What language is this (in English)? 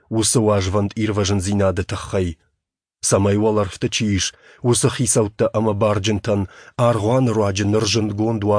Ossetic